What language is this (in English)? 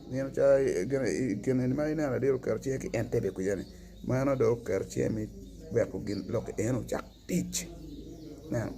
Acoli